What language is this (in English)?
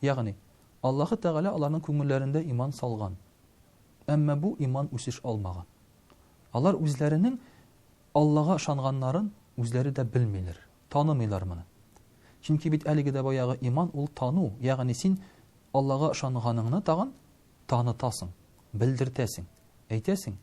Tatar